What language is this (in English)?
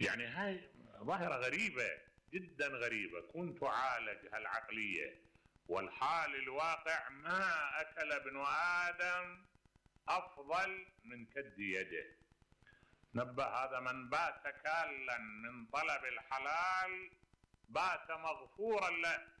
Mesopotamian Arabic